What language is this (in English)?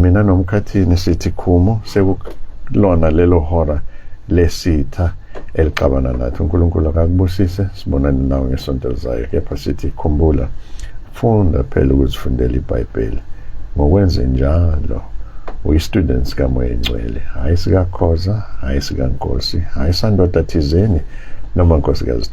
Zulu